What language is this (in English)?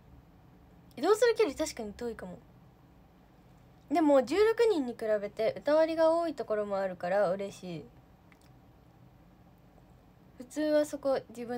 Japanese